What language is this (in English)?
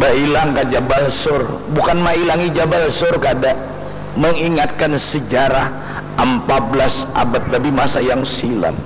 Banjar